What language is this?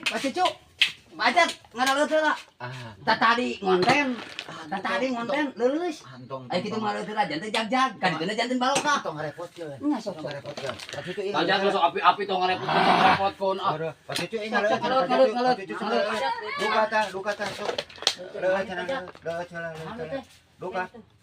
Sundanese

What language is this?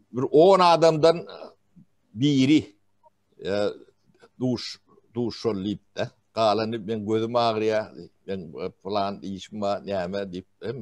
Turkmen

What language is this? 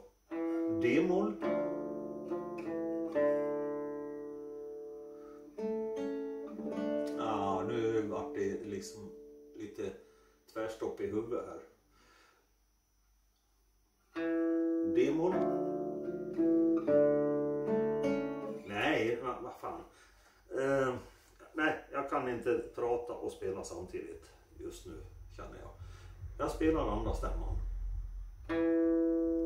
Swedish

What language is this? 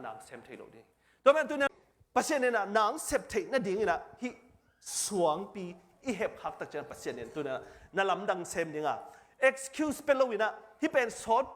Tedim Chin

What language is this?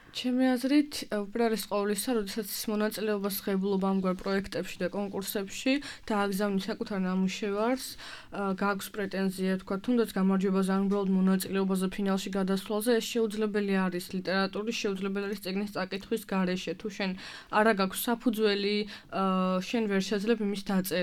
Georgian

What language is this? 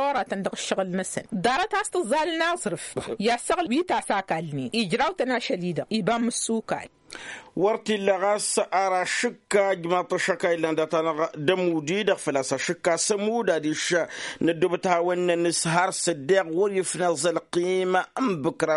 Tamasheq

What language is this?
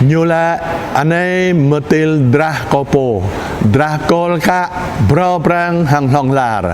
Jarai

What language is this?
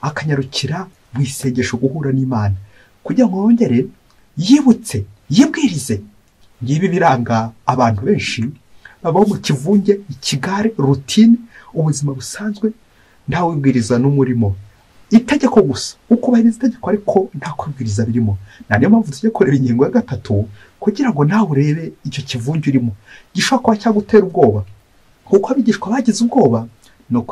Kinyarwanda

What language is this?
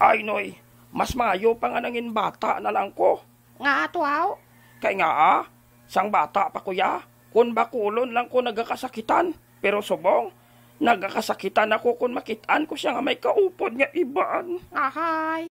Hiligaynon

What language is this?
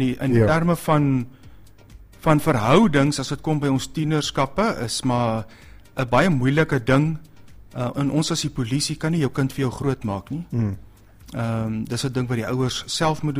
Afrikaans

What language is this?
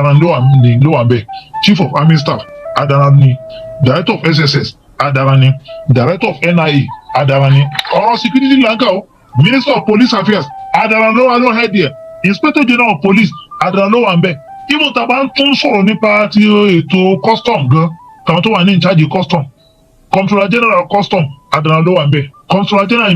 Yoruba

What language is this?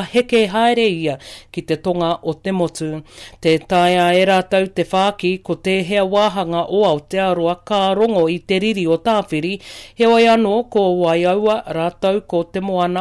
Māori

